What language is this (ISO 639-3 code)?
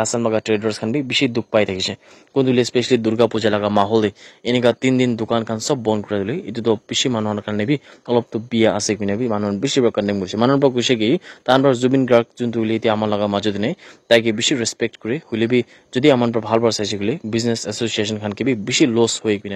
nag